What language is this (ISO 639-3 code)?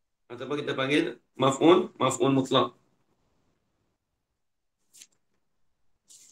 msa